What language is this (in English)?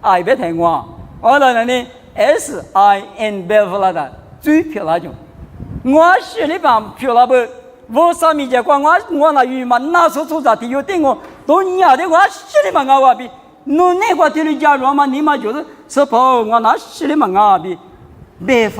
Lisu